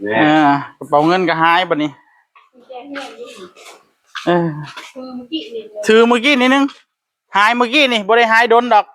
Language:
Northeastern Thai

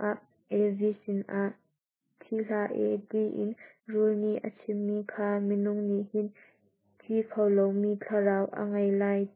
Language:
Hakha Chin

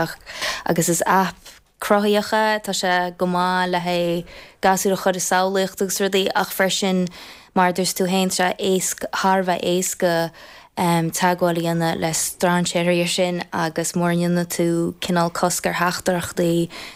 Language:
Irish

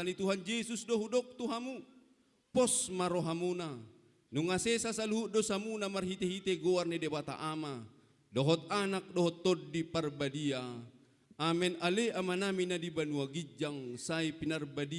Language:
Batak Toba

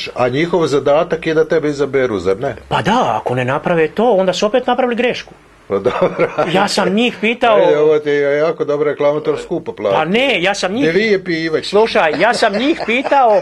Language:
Croatian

